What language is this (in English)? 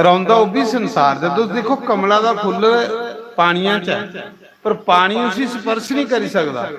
Dogri